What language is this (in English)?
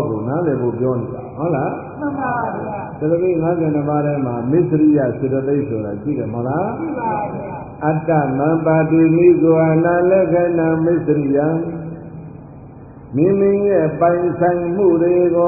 Burmese